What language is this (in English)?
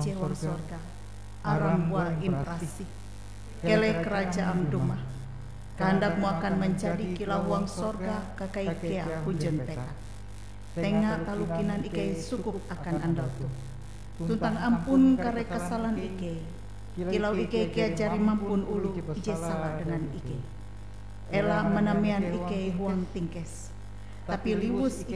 Ngaju